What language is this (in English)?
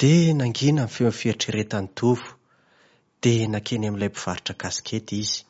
Malagasy